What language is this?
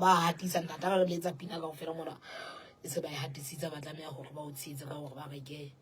Southern Sotho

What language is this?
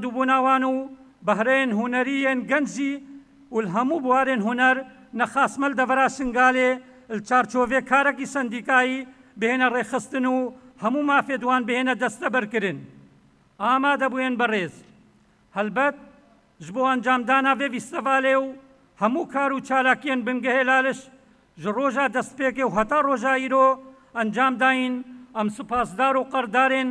Kurdish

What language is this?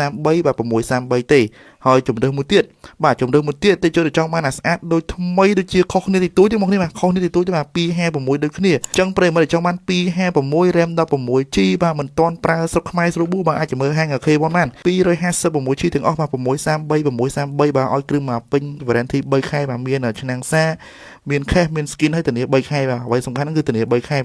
Khmer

